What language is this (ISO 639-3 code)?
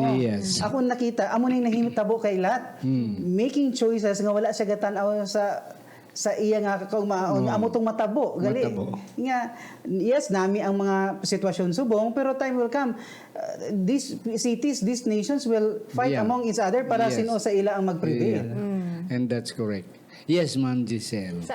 hil